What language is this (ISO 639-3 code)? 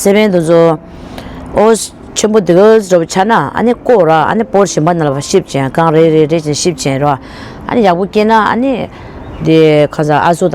bod